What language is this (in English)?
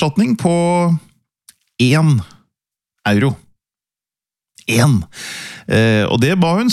Norwegian